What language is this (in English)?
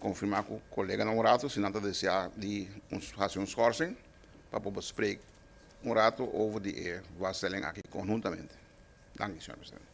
Papiamento